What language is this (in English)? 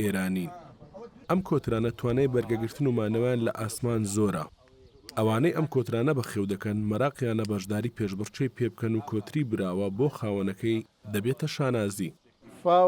Central Kurdish